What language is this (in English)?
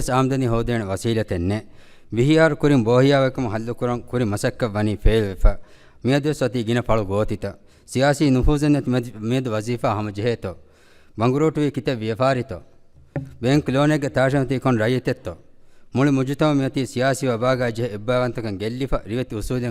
Divehi